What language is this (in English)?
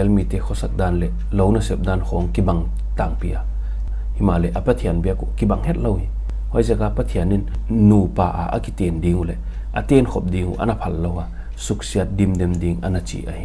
Paite Chin